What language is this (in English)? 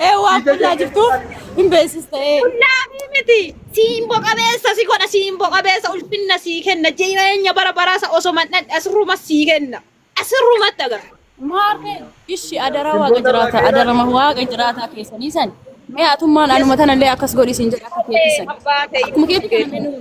Oromo